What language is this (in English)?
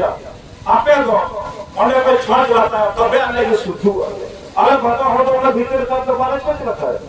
Santali